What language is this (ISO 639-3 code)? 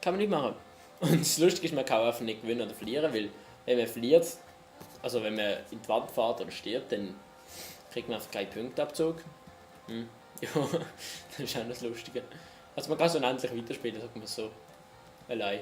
gsw